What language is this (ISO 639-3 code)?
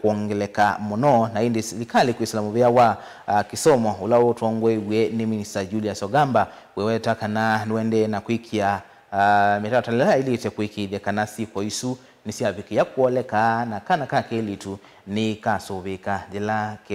kam